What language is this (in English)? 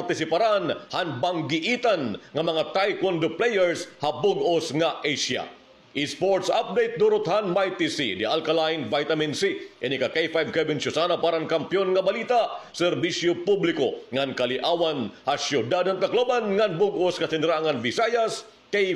Waray